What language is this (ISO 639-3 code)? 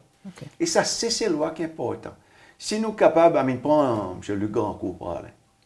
crs